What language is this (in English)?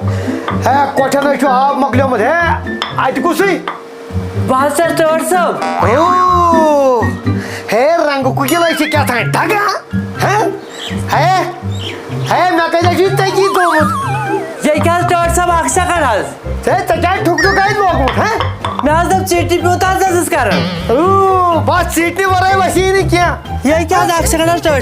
Kashmiri